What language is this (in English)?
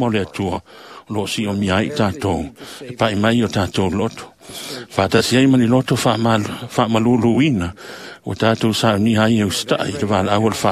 Samoan